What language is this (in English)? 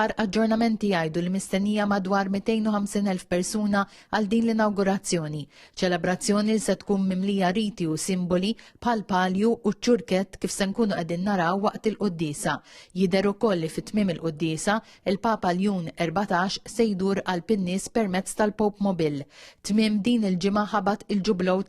Maltese